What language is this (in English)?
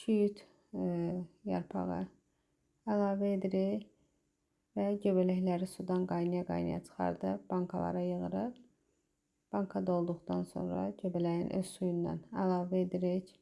Azerbaijani